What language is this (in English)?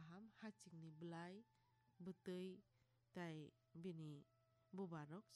Kok Borok